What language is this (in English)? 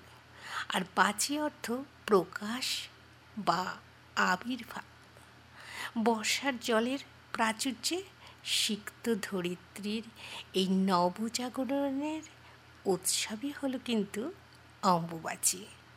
Bangla